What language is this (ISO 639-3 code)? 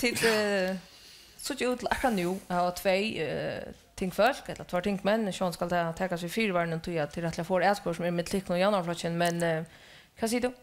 fao